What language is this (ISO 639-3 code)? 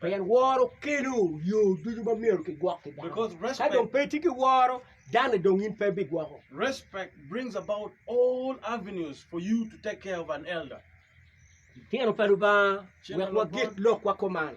ach